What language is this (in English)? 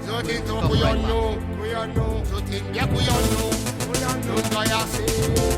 Seselwa Creole French